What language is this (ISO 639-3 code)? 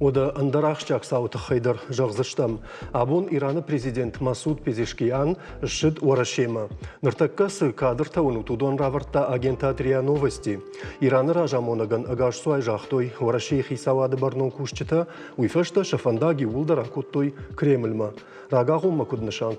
oss